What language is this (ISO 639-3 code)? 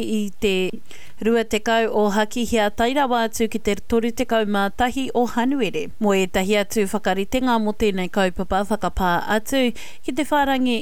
mri